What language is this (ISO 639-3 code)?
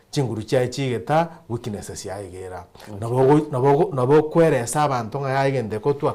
guz